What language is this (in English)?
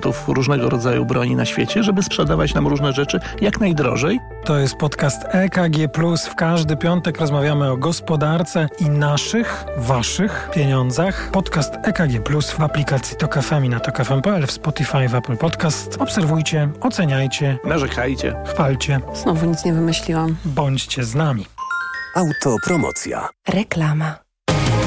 Polish